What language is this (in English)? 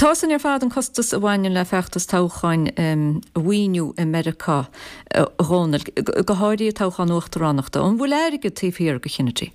Irish